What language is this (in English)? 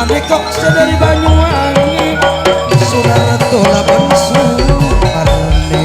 Madurese